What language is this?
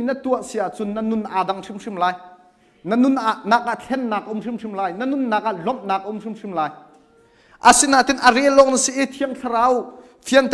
Hakha Chin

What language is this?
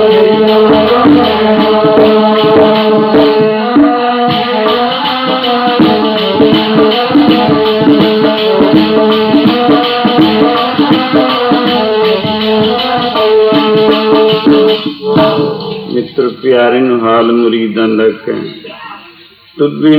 Punjabi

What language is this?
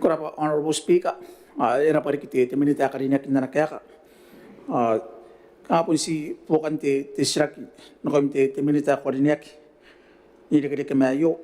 Gilbertese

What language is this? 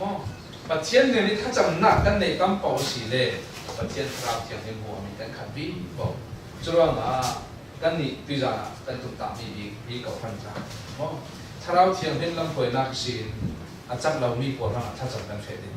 Falam Chin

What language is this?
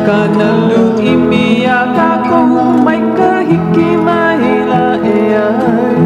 Hawaiian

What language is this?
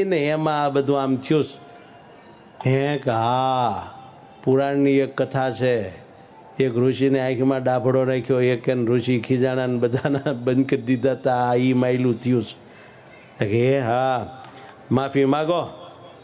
Gujarati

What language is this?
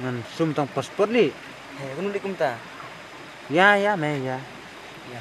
Khasi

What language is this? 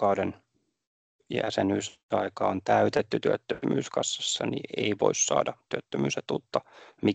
Finnish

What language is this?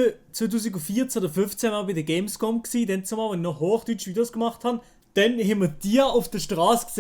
Swiss German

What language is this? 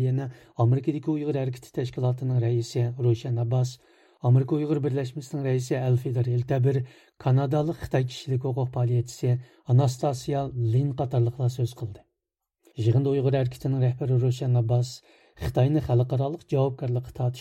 Uyghur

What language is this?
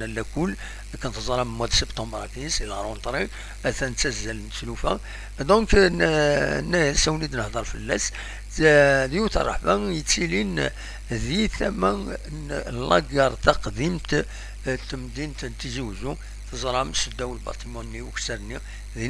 Kabyle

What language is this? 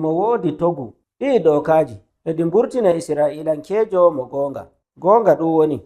Nigerian Fulfulde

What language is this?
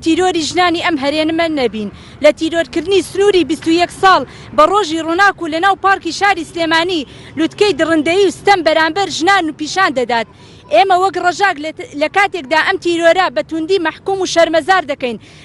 Central Kurdish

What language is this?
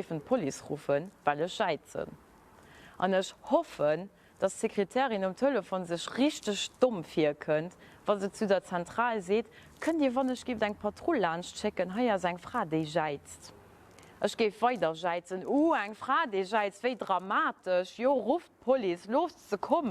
Luxembourgish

